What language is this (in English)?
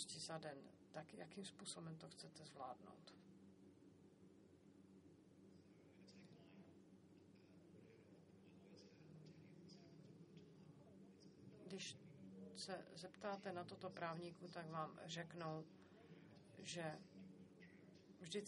Czech